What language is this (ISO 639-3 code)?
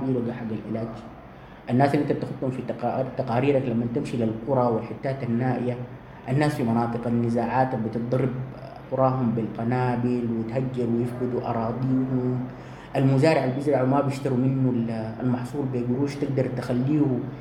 apd